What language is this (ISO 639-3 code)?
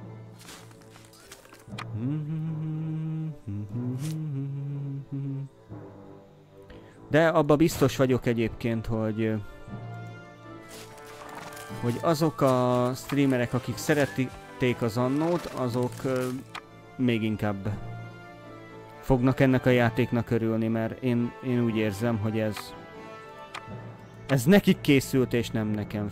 hun